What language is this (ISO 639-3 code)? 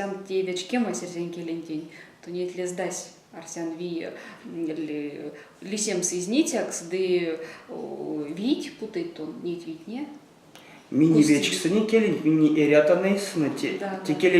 myv